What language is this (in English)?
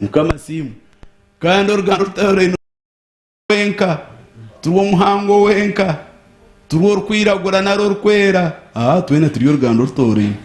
Nyankole